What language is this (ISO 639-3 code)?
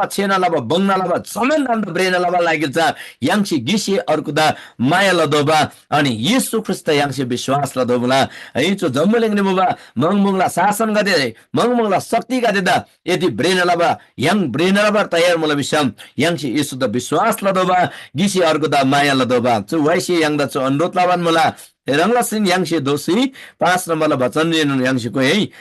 taj